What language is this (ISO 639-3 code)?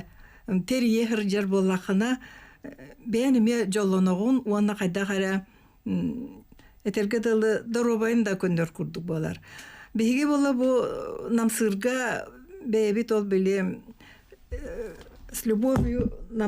sah